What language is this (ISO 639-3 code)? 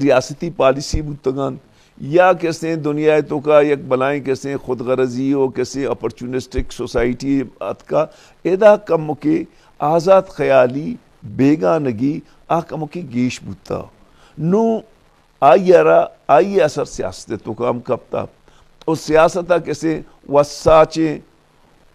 bal